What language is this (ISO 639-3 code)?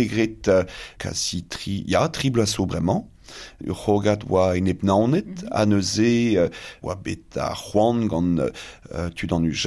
bre